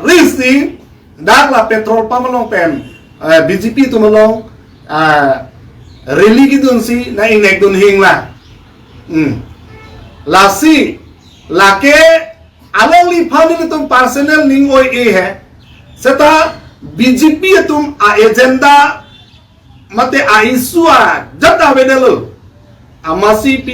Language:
Karbi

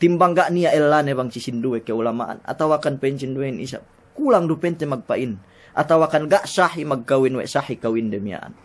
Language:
Yakan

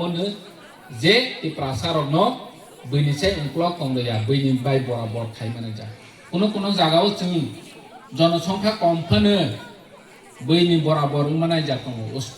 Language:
Kok Borok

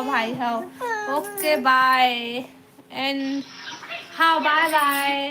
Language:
Chhattisgarhi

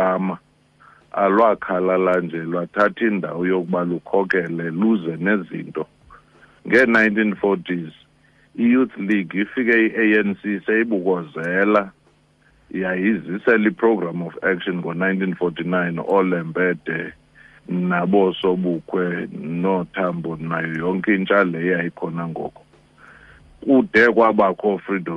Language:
Xhosa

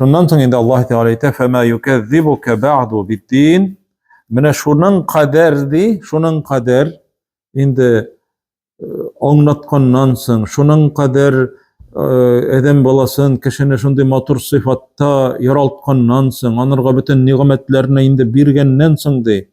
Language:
Tatar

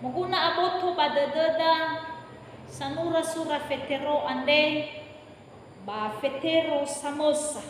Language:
Nias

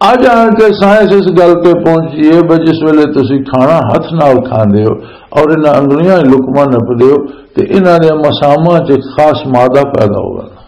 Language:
Western Panjabi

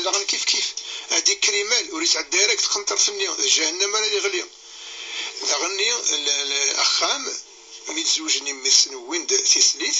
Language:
Kabyle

